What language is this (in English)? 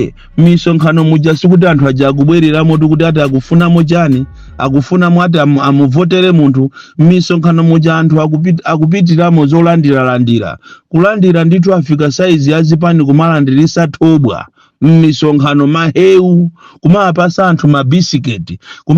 Nyanja